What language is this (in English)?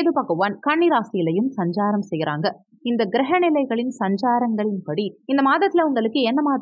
Tamil